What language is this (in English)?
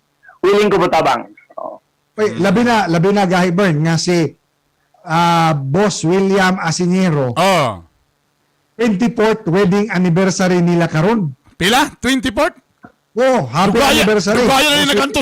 Cebuano